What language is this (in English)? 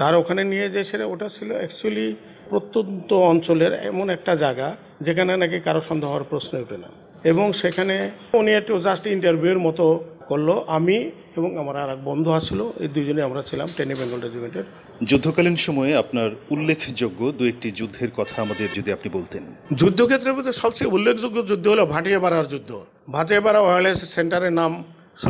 Bangla